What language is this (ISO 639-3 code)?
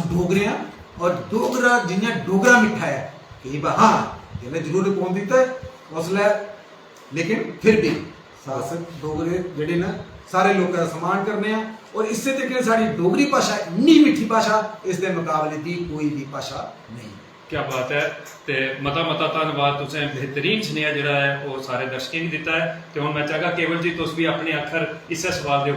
doi